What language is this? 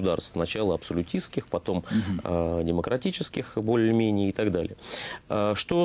Russian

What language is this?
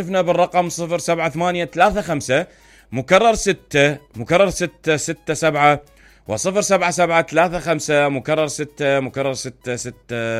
Mesopotamian Arabic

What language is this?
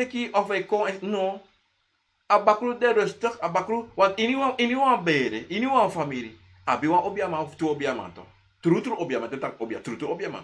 Sranan Tongo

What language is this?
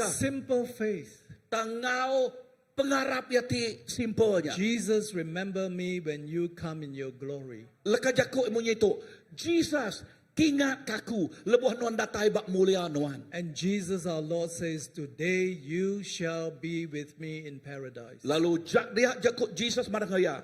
Iban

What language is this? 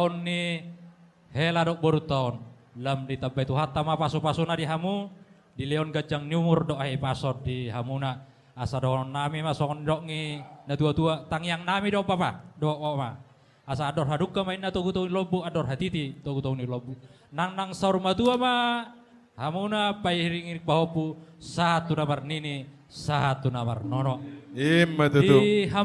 Batak Toba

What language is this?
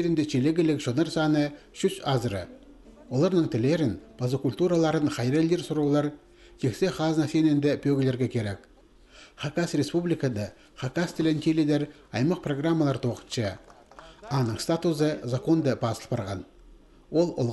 Khakas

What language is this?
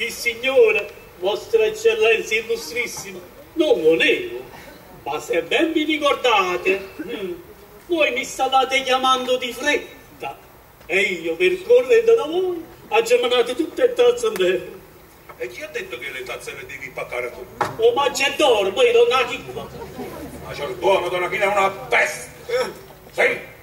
Neapolitan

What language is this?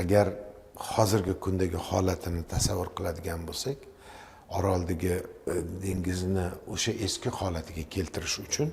Uzbek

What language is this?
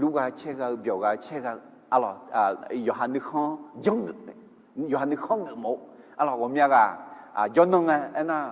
Akha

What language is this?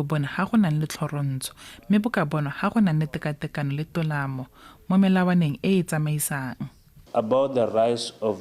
Tswana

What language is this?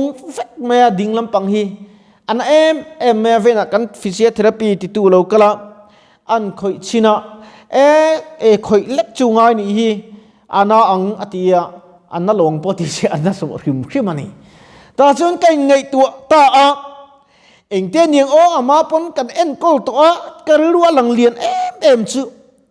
Mizo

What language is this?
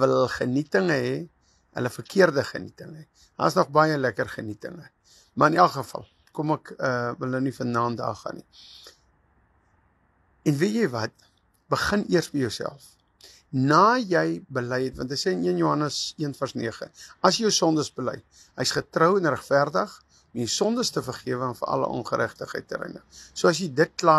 Afrikaans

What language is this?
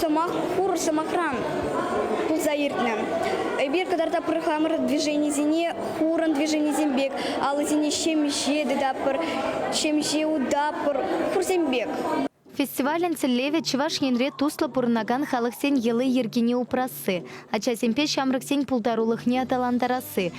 Chuvash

